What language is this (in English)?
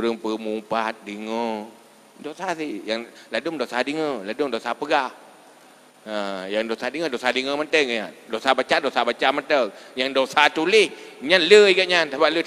Achinese